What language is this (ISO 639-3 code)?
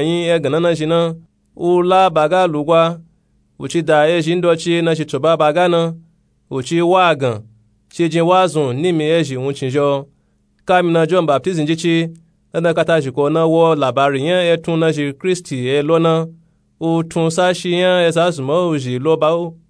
nup